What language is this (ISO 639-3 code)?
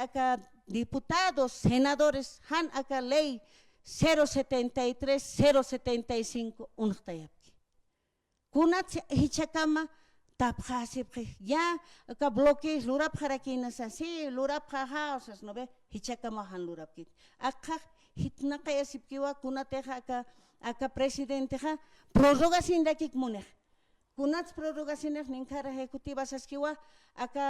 aym